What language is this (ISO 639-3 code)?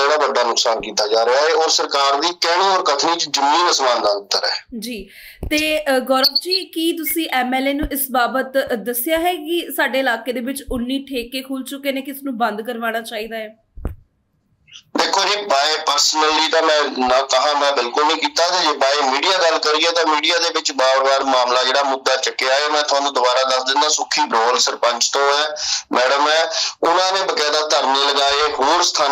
pan